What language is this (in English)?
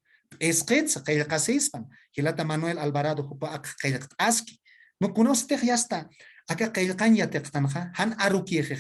Aymara